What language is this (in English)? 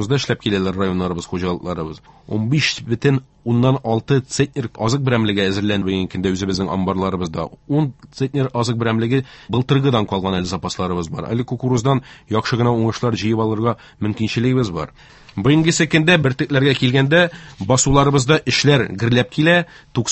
Tatar